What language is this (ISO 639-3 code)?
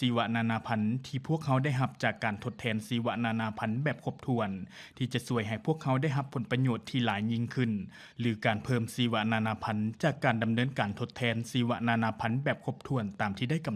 lao